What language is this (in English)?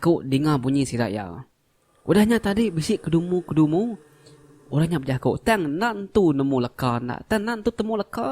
Iban